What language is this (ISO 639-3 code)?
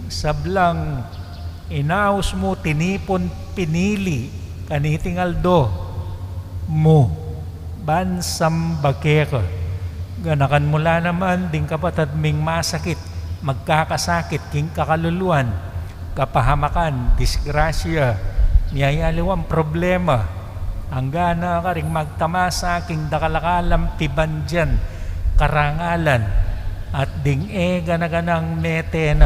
pam